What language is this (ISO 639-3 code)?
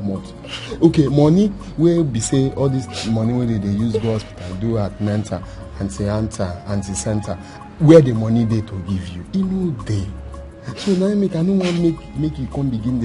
pcm